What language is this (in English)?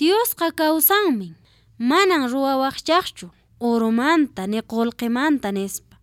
Quechua